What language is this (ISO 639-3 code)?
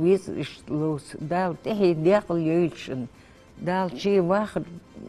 inh